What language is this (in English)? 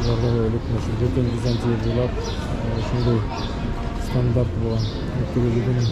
Bashkir